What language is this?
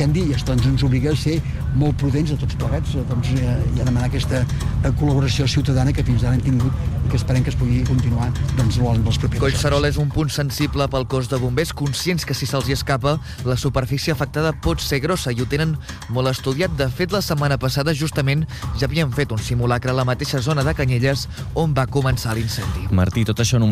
Catalan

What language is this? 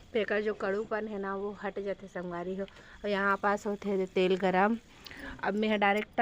Chhattisgarhi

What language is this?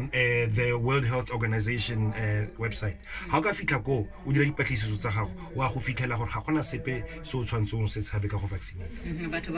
Tswana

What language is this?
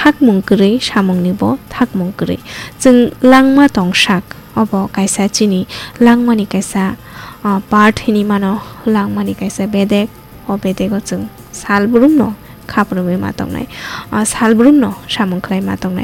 Kok Borok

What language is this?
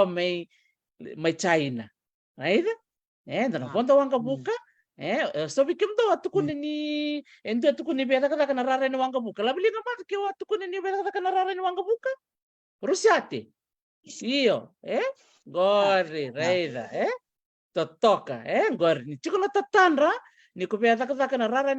Fijian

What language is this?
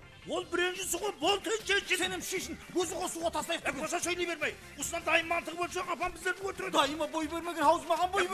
Kara-Kalpak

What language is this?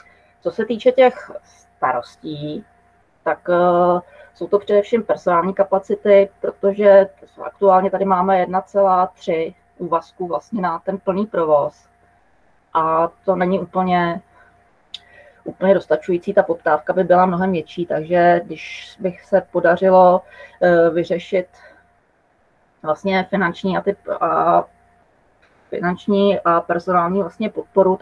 Czech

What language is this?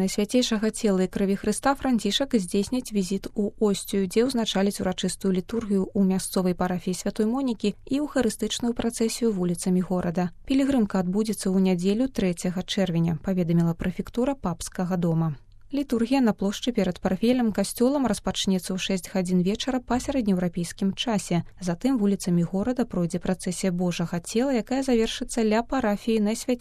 Belarusian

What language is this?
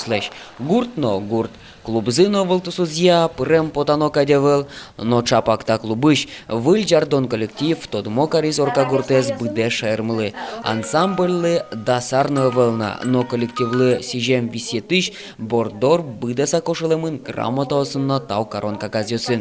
Udmurt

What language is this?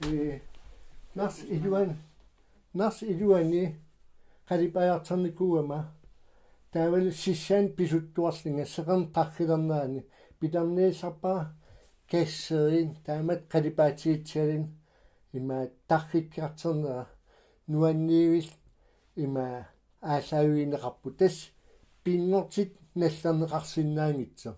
Kalaallisut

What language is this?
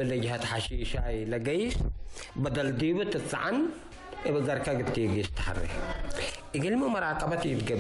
Tigre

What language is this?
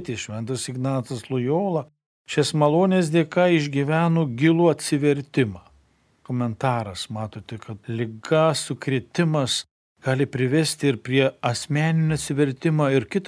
Lithuanian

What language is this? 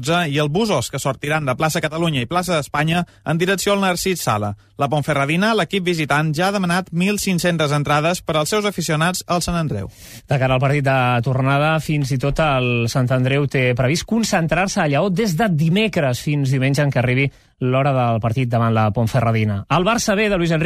Catalan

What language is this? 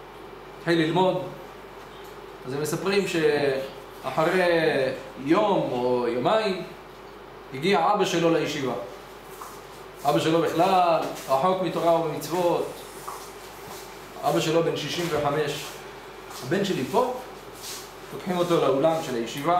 Hebrew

